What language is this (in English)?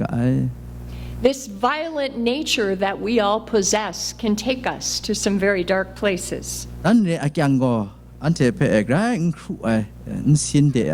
Kachin